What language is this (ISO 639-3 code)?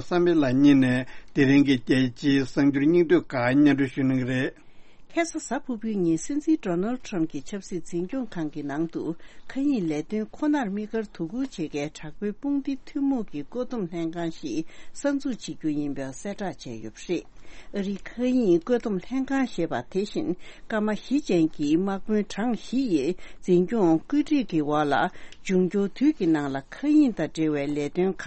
bod